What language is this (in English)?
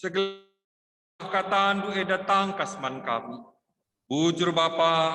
Batak Karo